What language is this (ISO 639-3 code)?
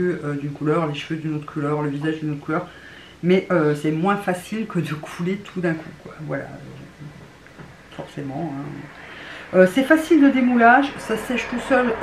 fra